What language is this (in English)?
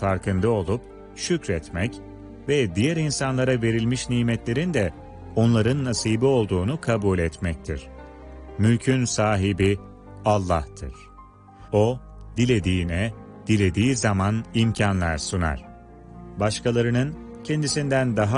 Turkish